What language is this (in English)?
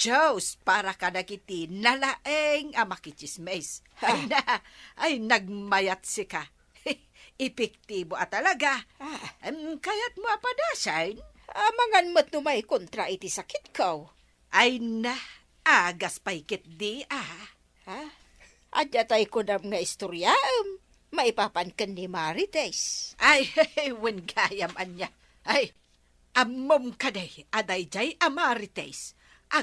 Iloko